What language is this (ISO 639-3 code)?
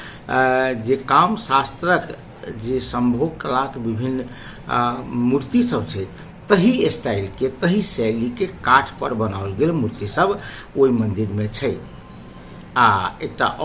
mai